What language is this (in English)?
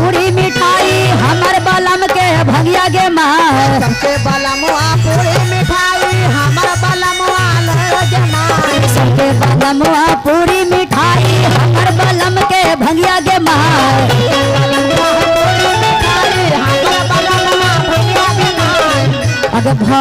Magahi